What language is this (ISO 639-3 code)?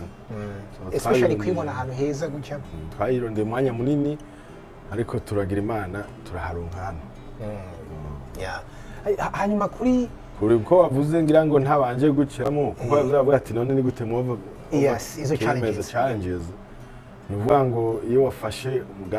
run